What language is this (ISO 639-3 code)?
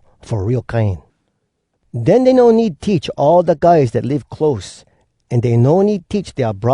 hwc